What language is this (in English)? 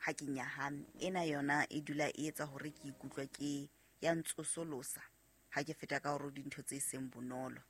Southern Sotho